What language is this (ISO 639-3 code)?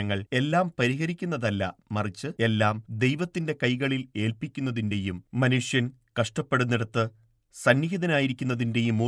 mal